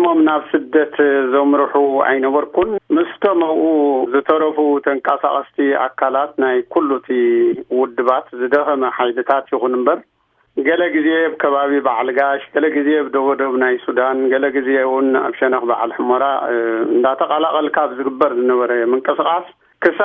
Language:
Tigrinya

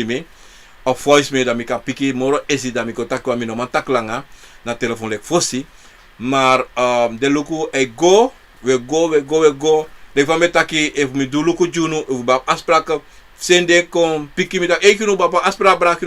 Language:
Sranan Tongo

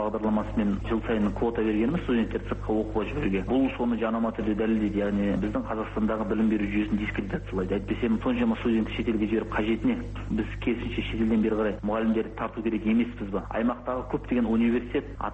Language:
Kazakh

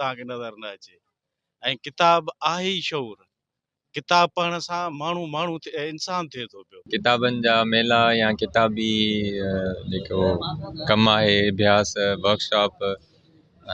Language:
Sindhi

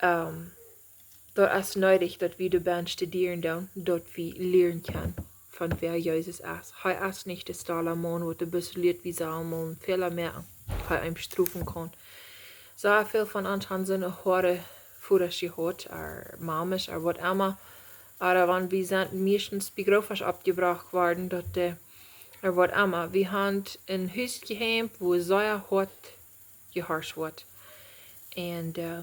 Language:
Plautdietsch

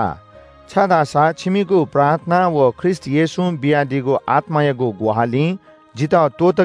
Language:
Newari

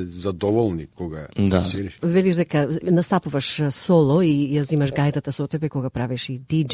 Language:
Macedonian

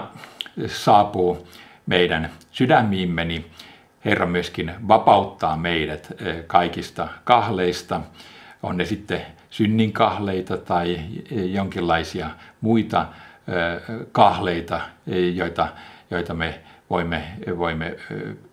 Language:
Finnish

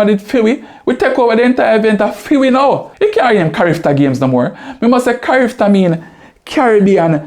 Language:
Jamaican Creole English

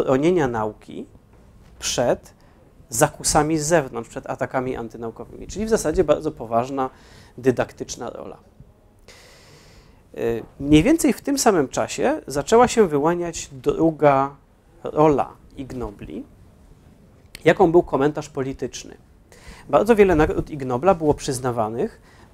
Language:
Polish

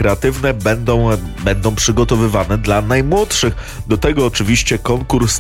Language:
Polish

